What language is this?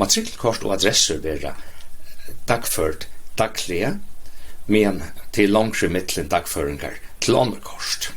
Faroese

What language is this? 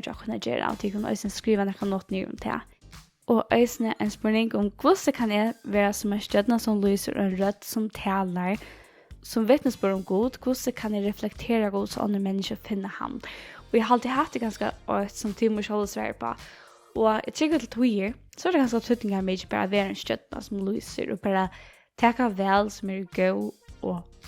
Faroese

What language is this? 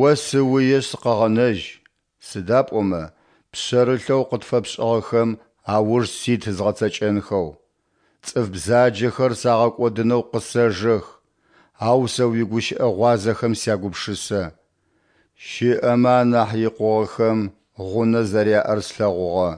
Adyghe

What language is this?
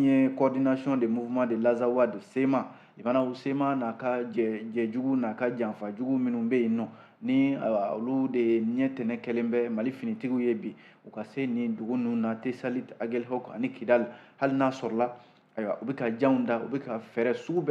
Bambara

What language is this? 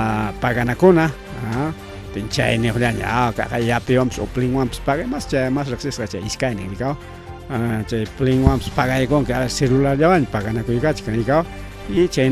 Ayacucho Quechua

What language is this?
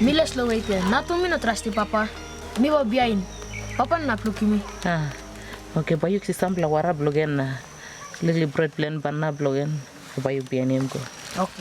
Tok Pisin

